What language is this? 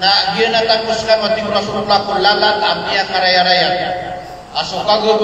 Maranao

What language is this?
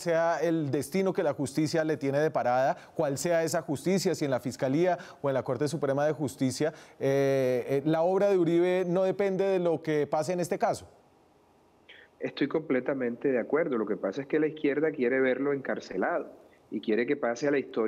Spanish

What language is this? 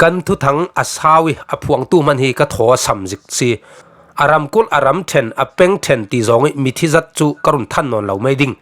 Falam Chin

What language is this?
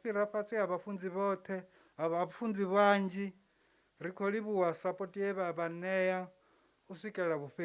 Venda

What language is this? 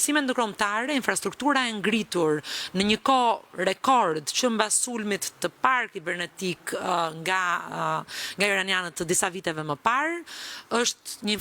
Albanian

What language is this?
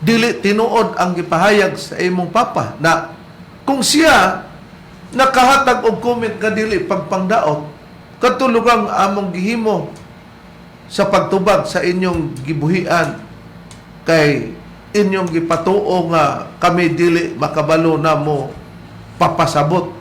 Cebuano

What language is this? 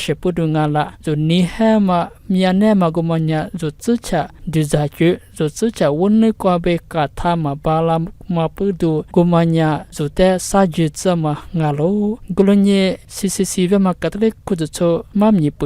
Lisu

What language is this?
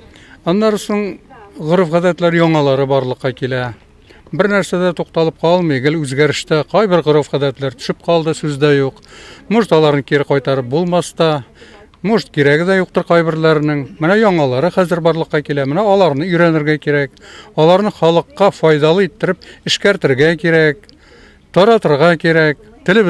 Tatar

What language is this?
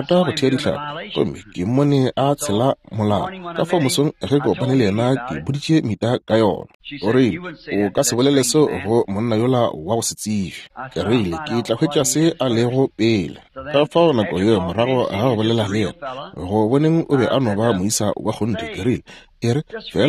Northern Sotho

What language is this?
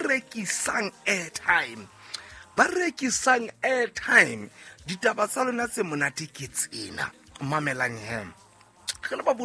Southern Sotho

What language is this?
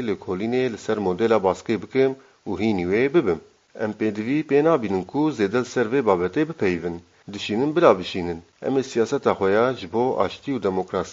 Kurdish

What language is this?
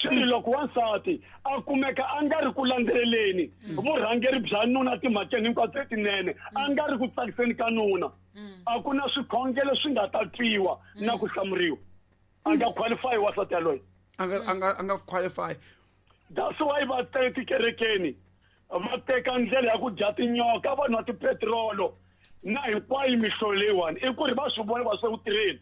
Tsonga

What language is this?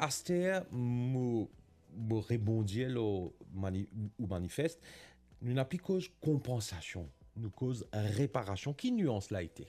Morisyen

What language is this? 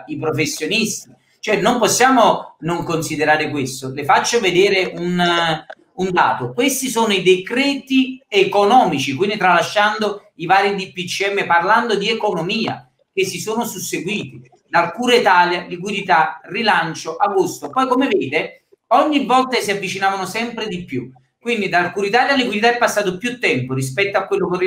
Italian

